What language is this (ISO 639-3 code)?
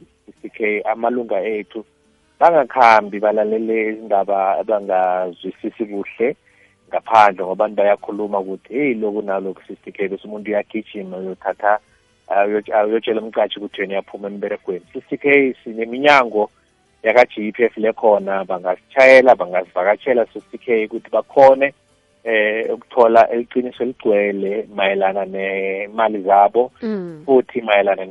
nbl